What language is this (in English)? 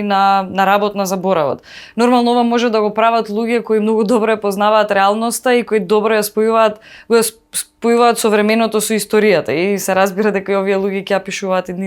Macedonian